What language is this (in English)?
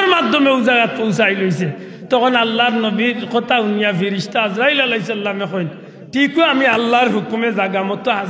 Sylheti